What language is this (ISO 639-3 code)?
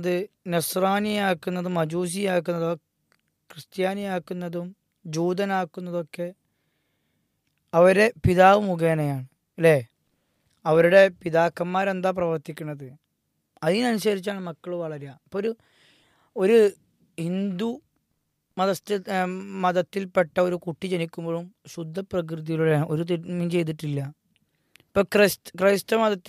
mal